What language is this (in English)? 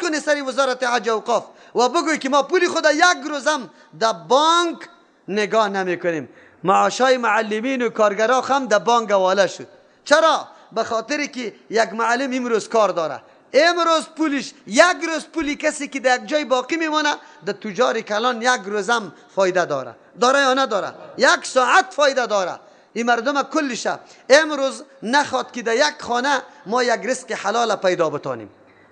Persian